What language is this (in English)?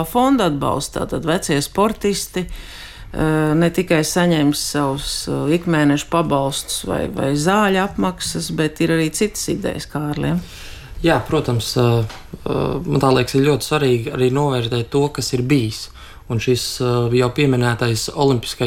Latvian